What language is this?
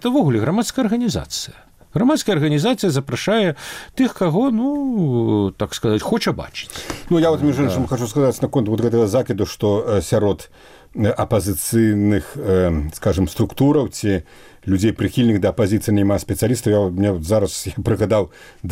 Belarusian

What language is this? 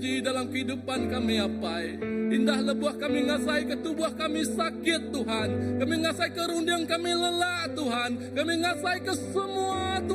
Iban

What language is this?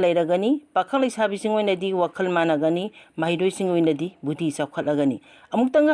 Manipuri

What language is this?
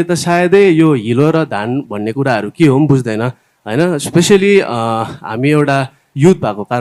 Nepali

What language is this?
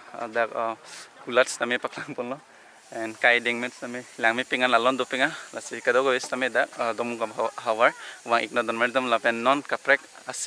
Karbi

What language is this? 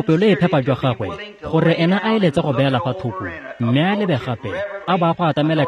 Tswana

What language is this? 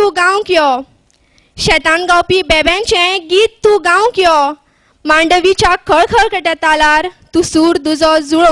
Konkani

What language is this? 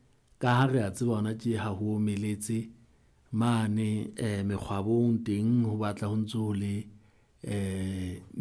Southern Sotho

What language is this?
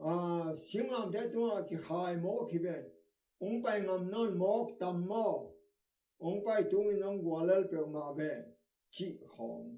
Tedim Chin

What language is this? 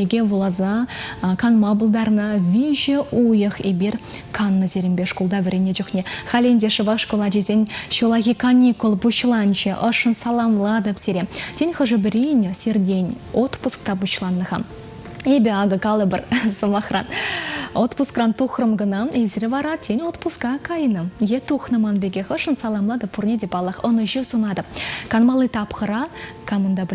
Chuvash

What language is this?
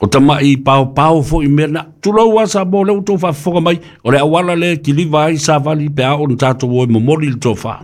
Samoan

